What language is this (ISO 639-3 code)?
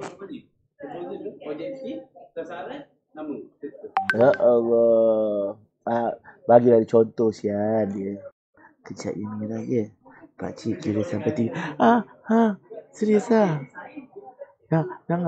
msa